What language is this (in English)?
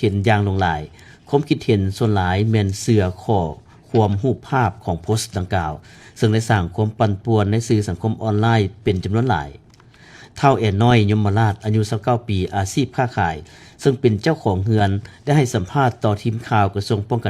Lao